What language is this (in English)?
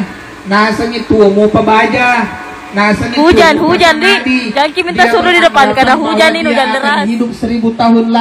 Buginese